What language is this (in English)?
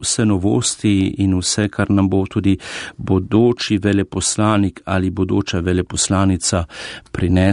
Slovenian